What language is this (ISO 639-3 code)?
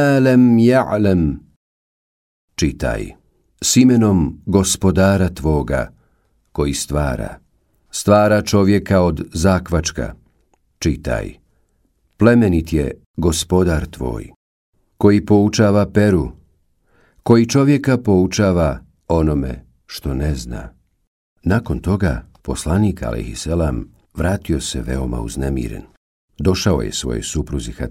bos